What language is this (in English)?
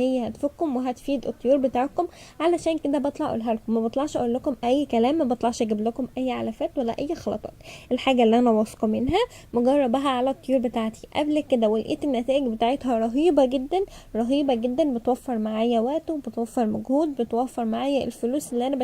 Egyptian Arabic